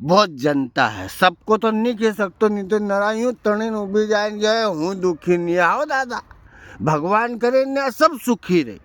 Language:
Rajasthani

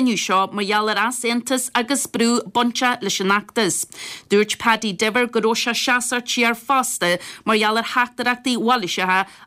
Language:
Irish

